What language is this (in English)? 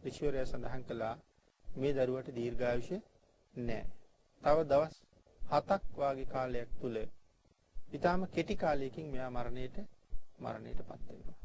Sinhala